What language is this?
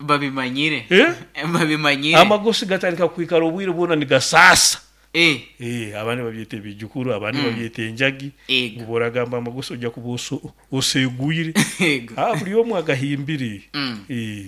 Nyoro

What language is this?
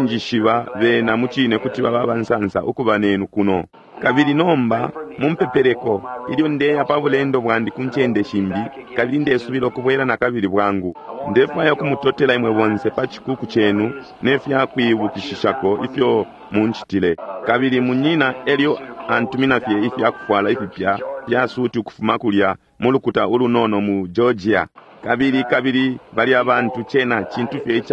Bemba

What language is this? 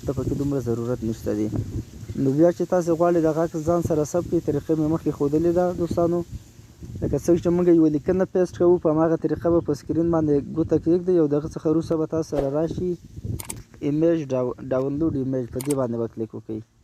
Pashto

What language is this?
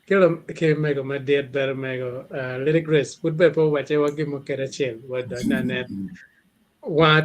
Acoli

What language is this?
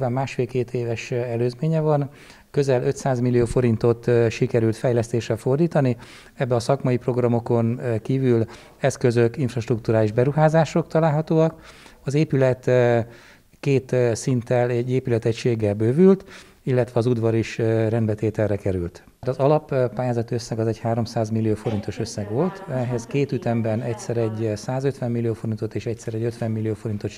Hungarian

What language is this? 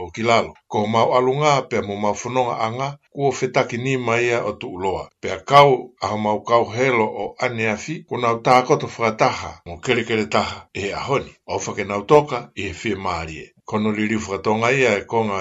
Tongan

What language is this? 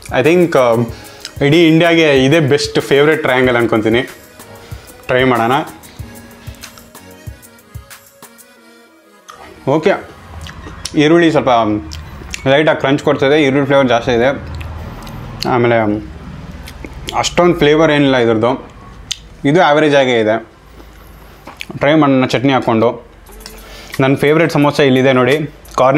Kannada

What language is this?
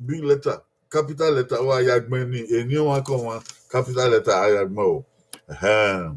Bini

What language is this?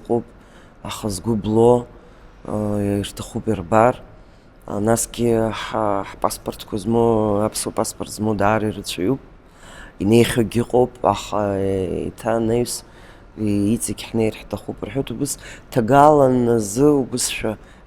Abkhazian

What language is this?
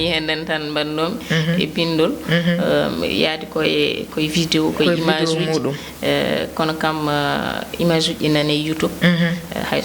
Fula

